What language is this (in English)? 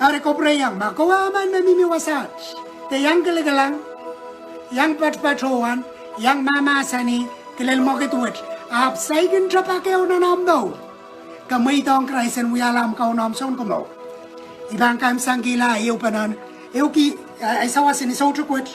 Pohnpeian